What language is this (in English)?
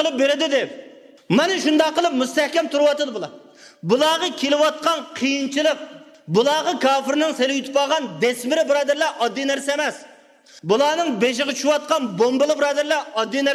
Uyghur